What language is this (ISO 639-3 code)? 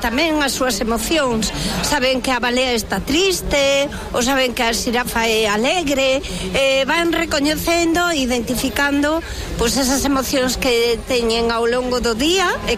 glg